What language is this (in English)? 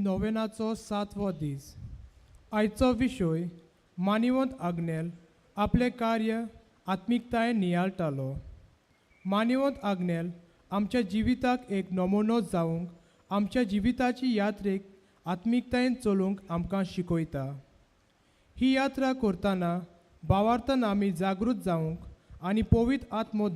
Konkani